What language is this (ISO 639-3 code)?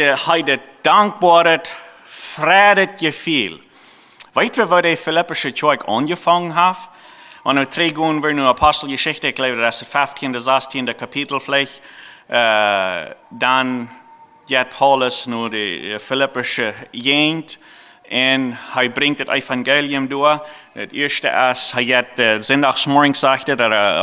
pdt